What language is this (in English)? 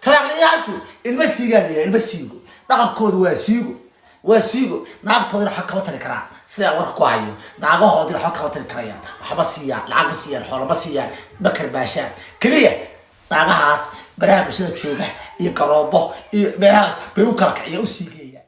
Somali